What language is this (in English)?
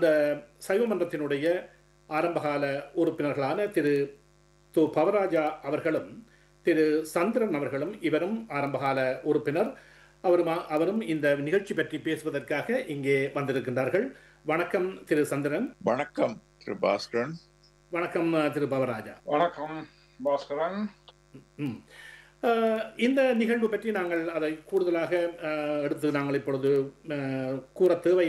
Tamil